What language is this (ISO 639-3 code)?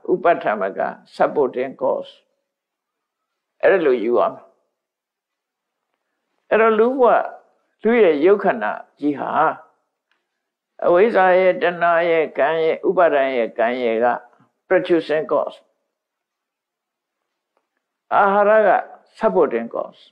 mya